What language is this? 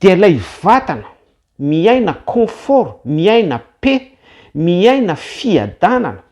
Malagasy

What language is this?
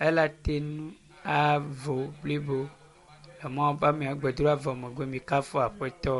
Ewe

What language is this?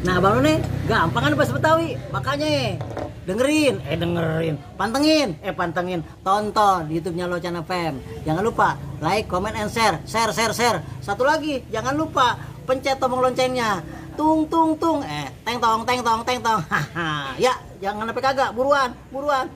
Betawi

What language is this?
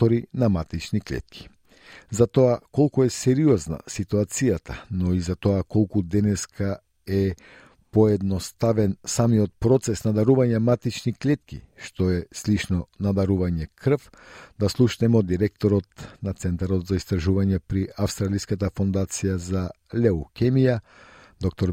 Macedonian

